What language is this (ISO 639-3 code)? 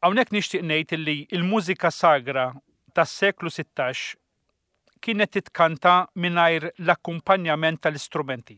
mlt